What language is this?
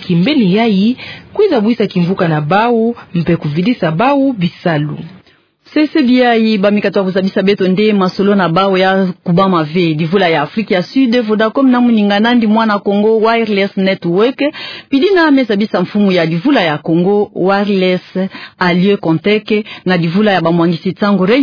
Kituba (Democratic Republic of Congo)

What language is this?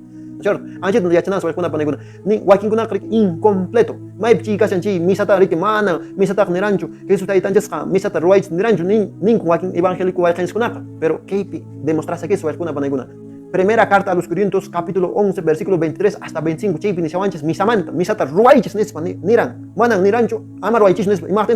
Quechua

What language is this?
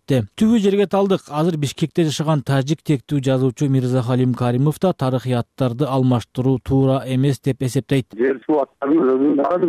Kyrgyz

